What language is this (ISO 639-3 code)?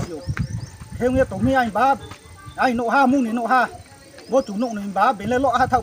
ria